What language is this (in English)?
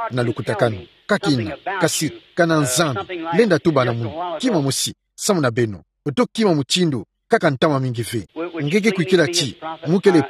Kituba (Democratic Republic of Congo)